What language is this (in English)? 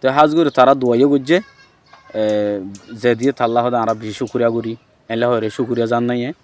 Rohingya